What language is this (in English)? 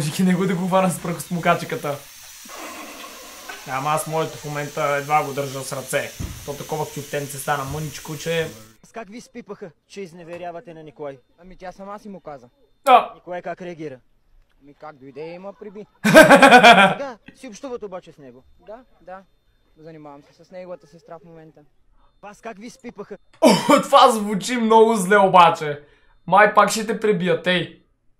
Bulgarian